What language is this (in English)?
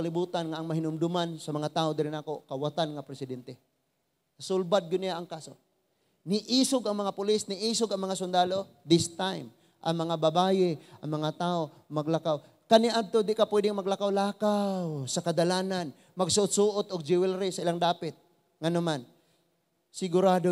Cebuano